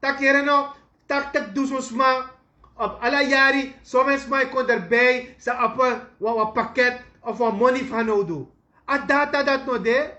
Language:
Sranan Tongo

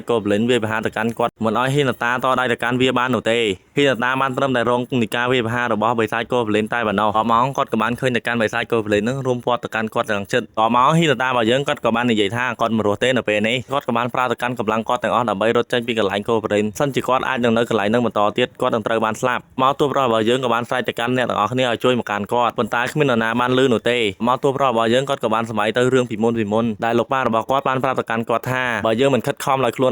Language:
Khmer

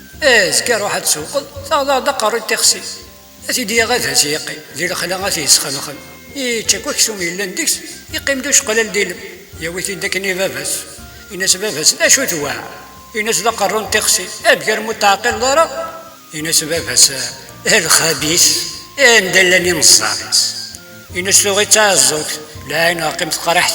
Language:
Kabyle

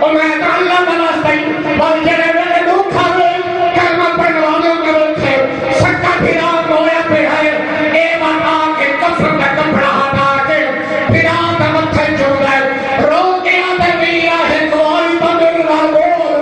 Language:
Saraiki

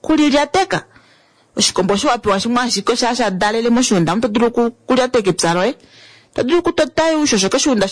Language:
Kuanyama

